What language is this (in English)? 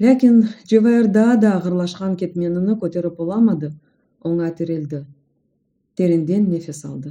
Crimean Tatar